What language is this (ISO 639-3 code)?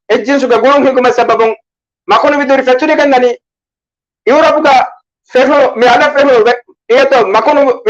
div